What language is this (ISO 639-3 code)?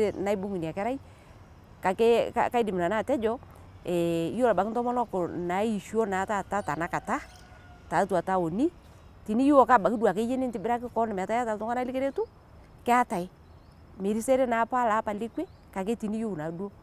mas